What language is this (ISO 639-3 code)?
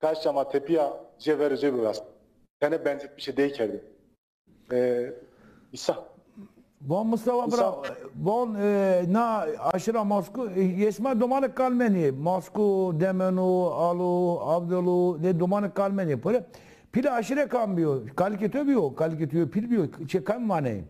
zza